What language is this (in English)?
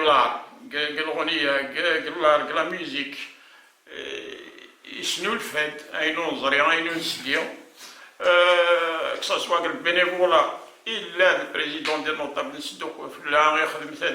Kabyle